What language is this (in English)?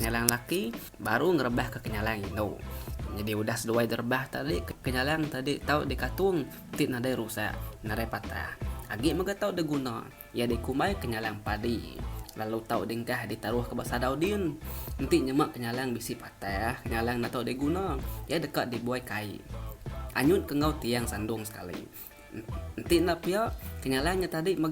Iban